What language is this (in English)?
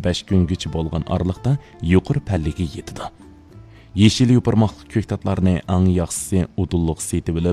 Uyghur